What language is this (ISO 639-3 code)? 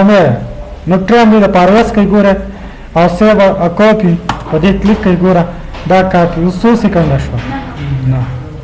pus